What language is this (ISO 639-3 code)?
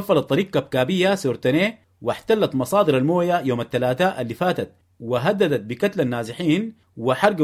apd